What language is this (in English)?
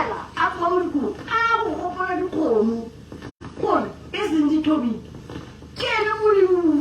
Tswana